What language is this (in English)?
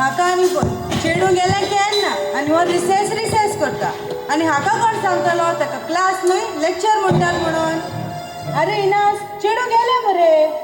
Konkani